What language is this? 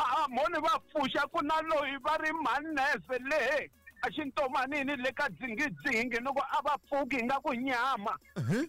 Tsonga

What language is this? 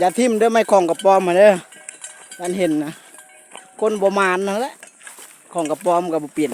Lao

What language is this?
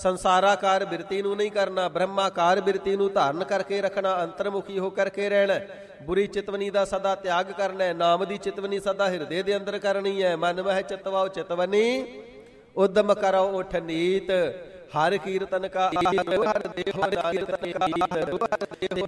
Punjabi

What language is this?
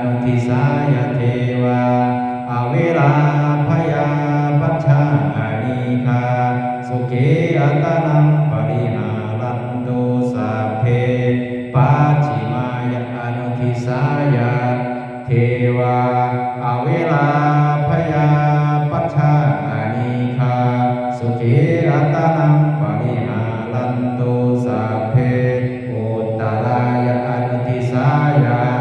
Pali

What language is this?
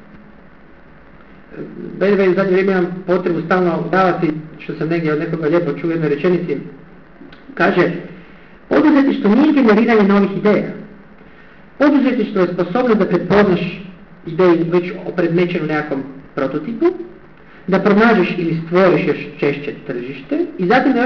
Croatian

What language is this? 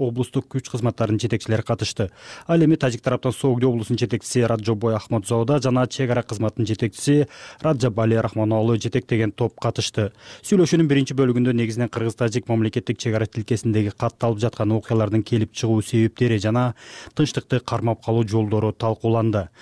Kyrgyz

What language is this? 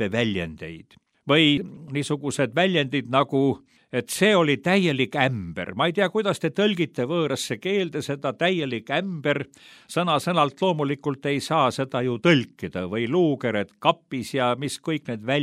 Estonian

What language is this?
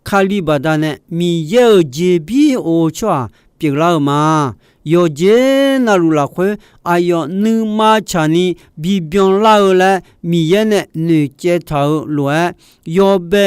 Akha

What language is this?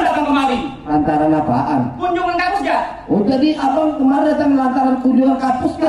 Betawi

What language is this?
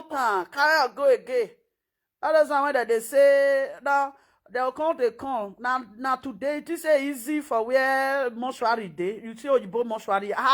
Nigerian Pidgin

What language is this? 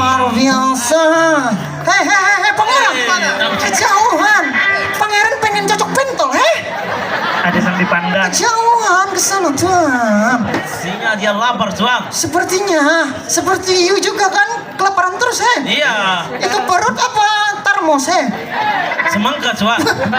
Banjar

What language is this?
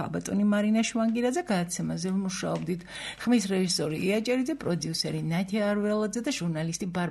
Georgian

